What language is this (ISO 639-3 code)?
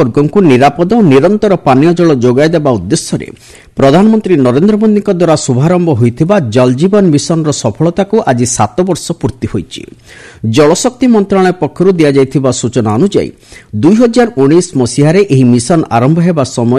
ori